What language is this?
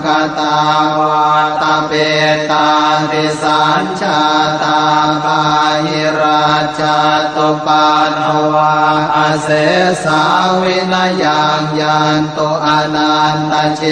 Pali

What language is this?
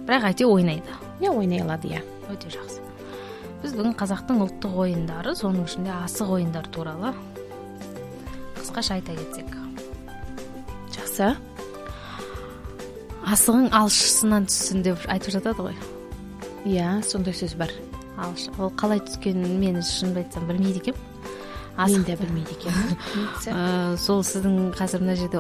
Kazakh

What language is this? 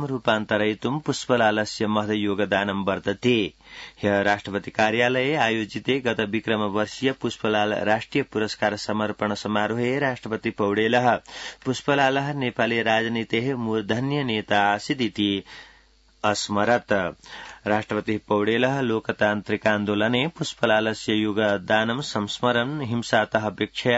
Sanskrit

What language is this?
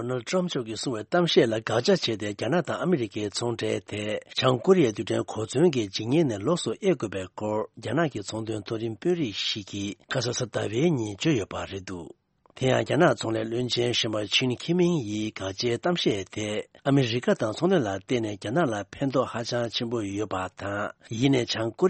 Tibetan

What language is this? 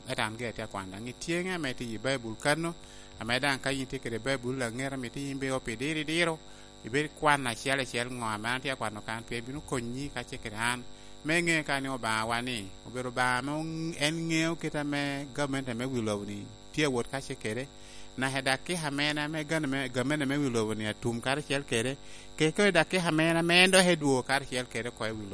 Lango (Uganda)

